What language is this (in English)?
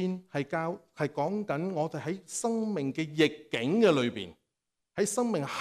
Cantonese